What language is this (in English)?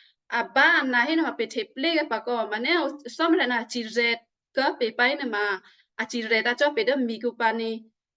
Western Kayah